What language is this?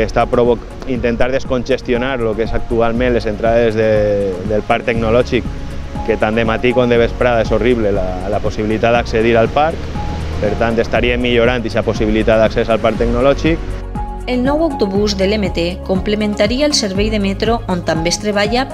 Catalan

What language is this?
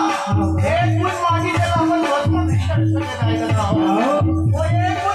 Chhattisgarhi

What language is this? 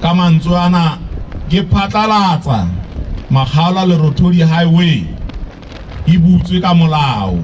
Southern Sotho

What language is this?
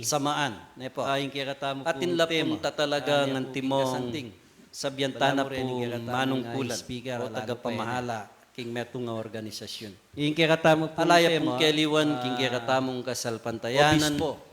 Pampanga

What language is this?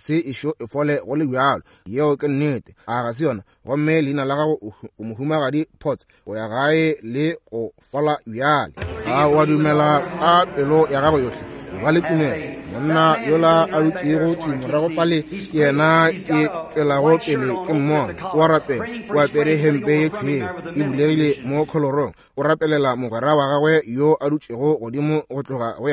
Northern Sotho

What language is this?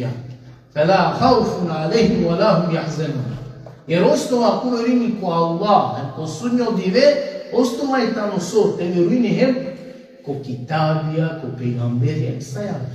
Balkan Romani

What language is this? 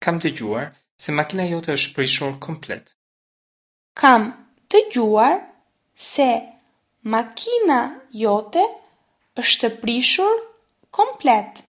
Albanian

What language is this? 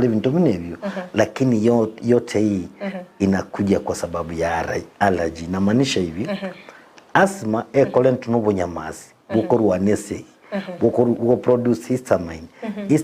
Gusii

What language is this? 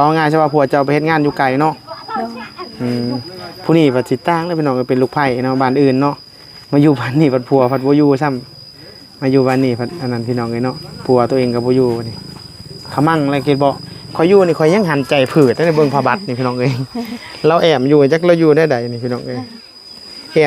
Northeastern Thai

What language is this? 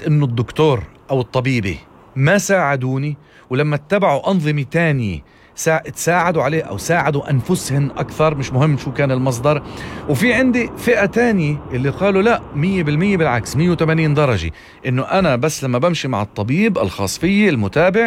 North Levantine Arabic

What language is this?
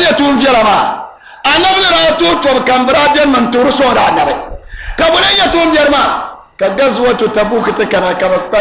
Dagbani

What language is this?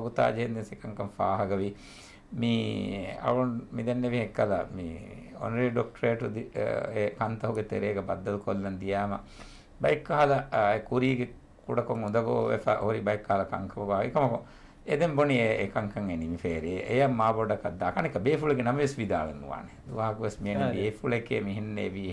Divehi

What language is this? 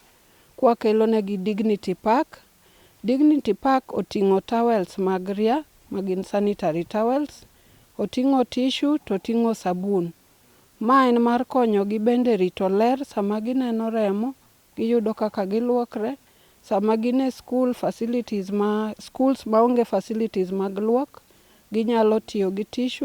Luo (Kenya and Tanzania)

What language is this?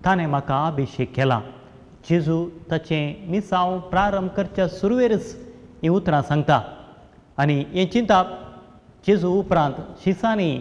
Konkani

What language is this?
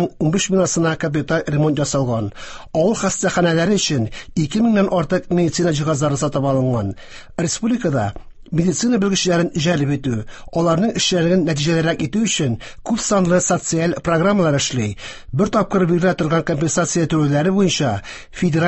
Tatar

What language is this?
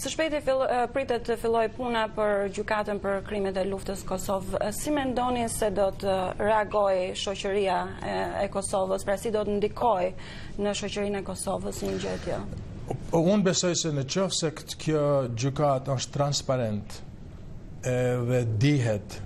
Albanian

